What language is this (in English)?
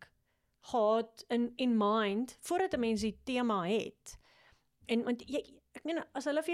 Afrikaans